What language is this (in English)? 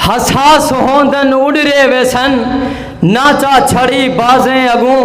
Saraiki